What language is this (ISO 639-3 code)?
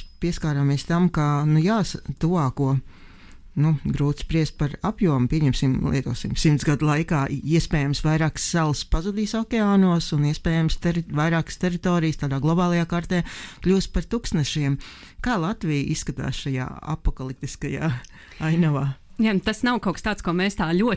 lav